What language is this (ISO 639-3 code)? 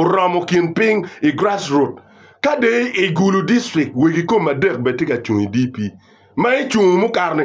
ach